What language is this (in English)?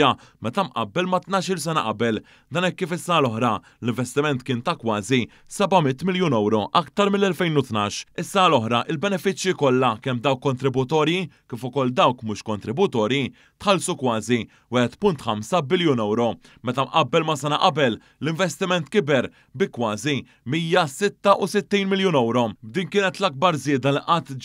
Maltese